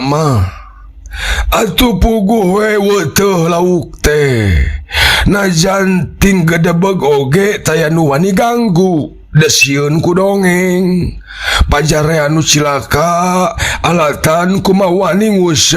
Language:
Sundanese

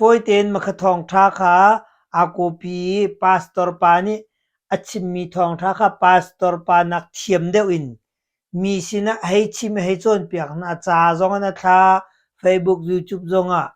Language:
Hakha Chin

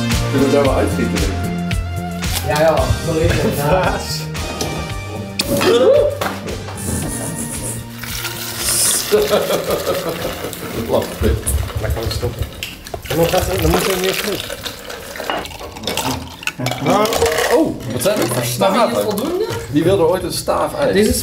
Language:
Dutch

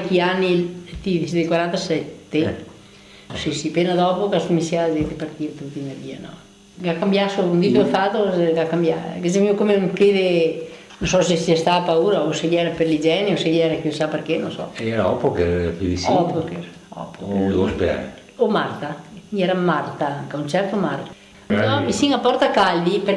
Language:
Venetian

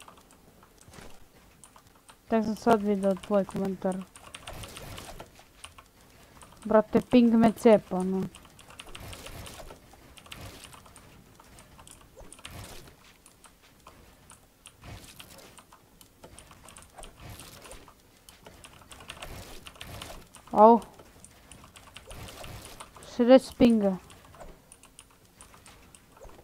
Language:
Croatian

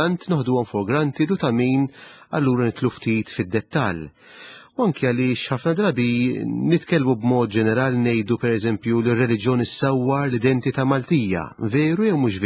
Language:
Maltese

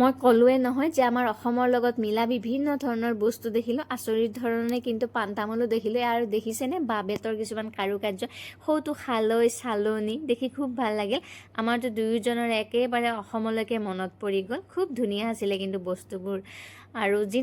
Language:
Assamese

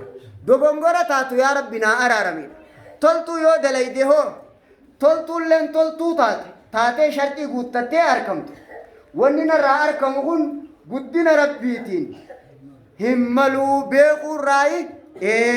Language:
Oromo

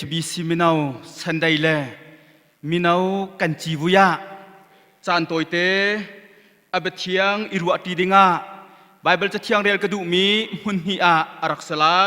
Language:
Hakha Chin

